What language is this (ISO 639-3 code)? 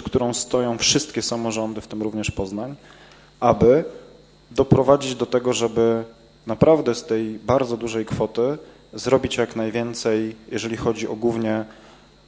pol